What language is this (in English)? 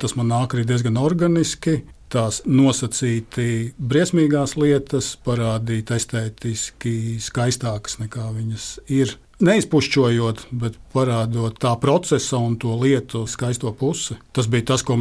Latvian